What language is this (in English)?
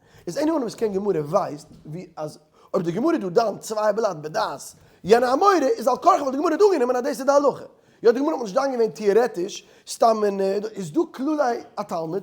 Yiddish